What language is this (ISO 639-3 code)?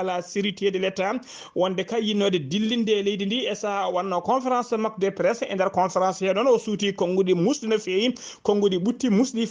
ful